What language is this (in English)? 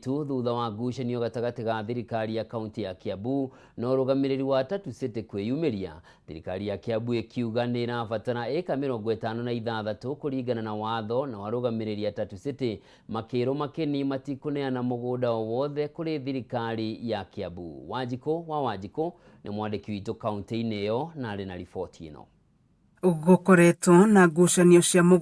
Kikuyu